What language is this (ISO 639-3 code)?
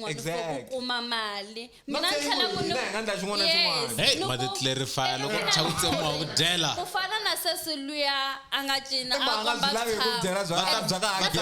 tso